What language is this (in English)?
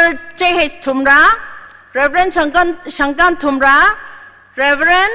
Tangkhul Naga (India)